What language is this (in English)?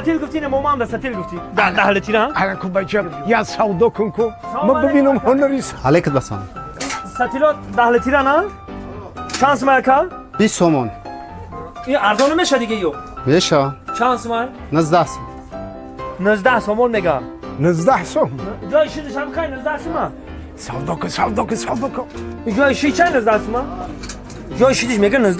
Tajik